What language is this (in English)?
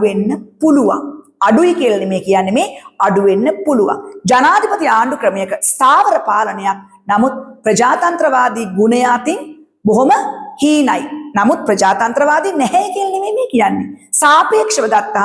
Sinhala